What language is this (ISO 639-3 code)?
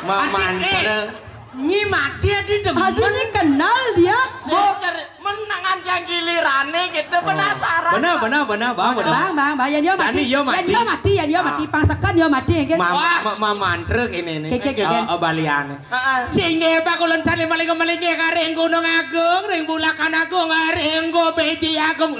ban